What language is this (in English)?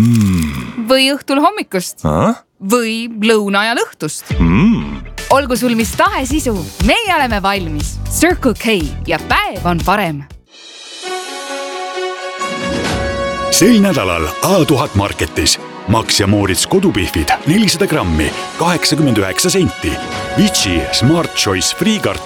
Estonian